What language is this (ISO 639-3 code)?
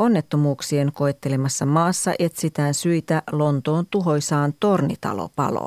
fin